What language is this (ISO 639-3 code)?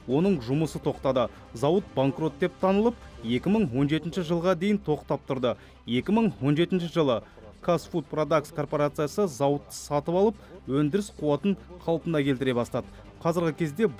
kaz